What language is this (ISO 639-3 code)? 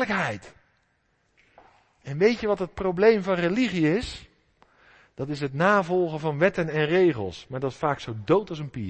nld